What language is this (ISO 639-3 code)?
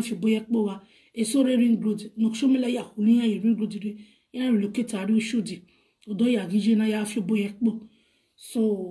pcm